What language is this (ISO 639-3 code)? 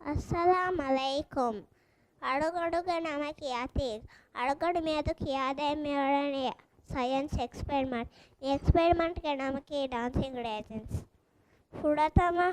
div